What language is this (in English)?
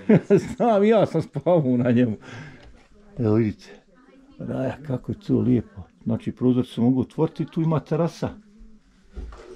Bosnian